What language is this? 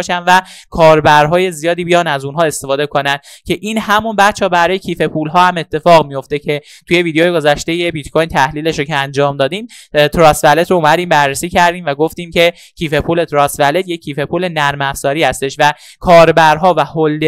Persian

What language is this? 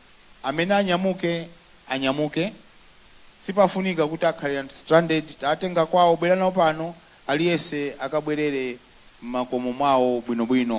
Nyanja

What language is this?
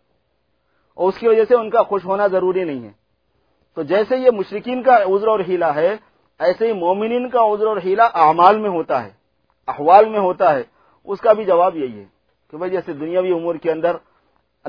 Urdu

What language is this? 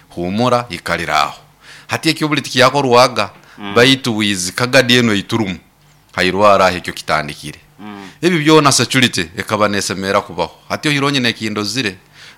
Nyoro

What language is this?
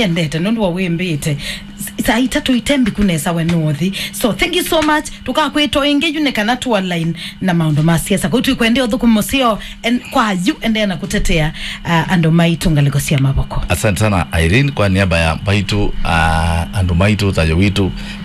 Kamba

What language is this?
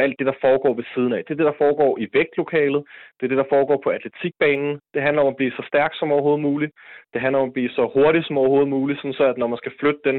Danish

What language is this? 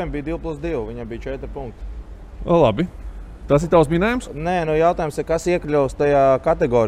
Latvian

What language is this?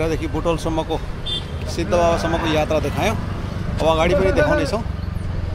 Nepali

